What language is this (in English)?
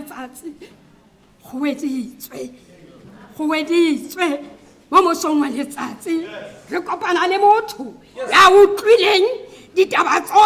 Tswana